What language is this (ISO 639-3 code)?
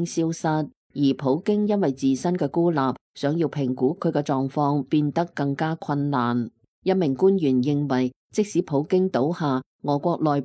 yue